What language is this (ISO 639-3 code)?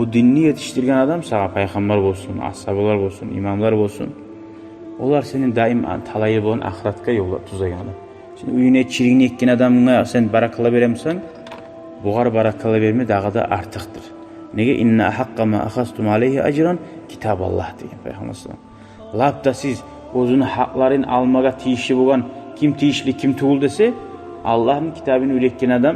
kum